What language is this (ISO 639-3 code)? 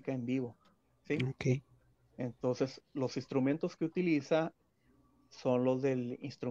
spa